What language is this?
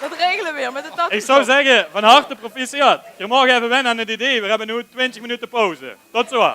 Limburgish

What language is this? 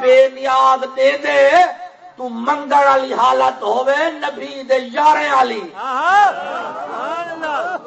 Saraiki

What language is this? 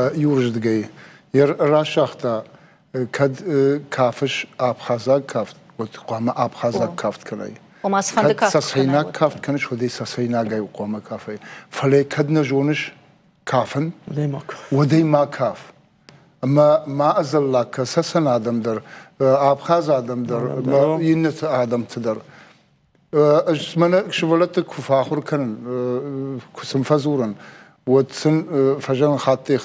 Ossetic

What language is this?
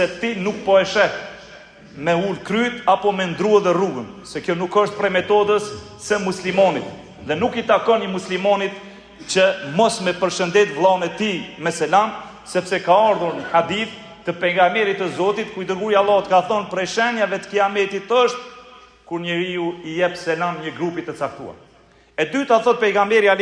Albanian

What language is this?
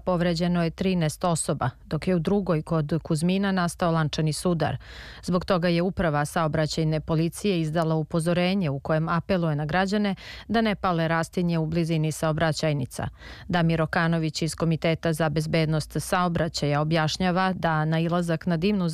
Serbian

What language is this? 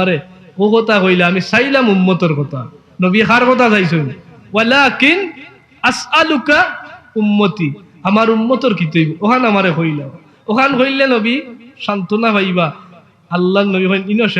Sylheti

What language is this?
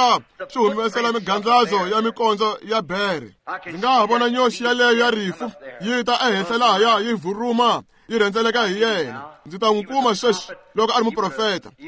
Tsonga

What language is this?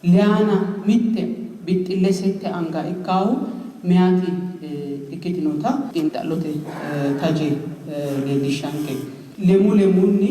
Sidamo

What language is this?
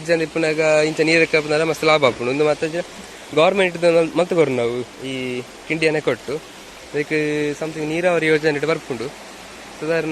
Tulu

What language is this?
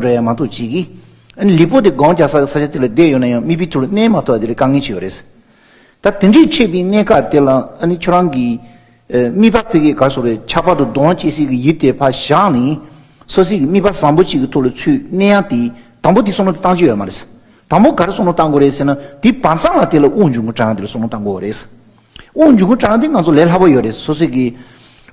Tibetan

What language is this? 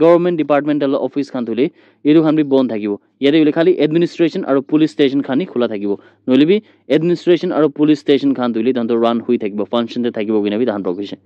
Naga Pidgin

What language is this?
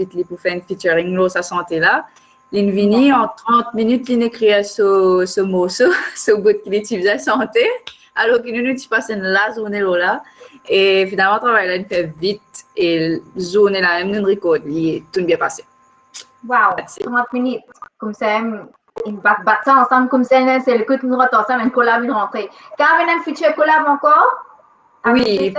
Morisyen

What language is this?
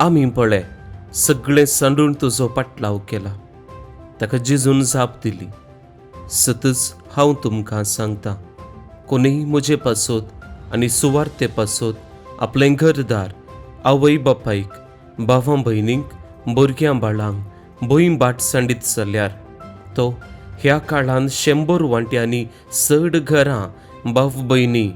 Konkani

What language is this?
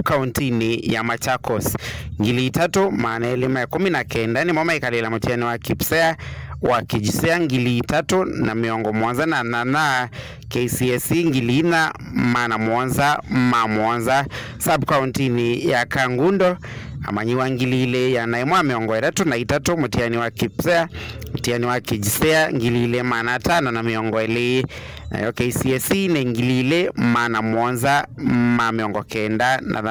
Kamba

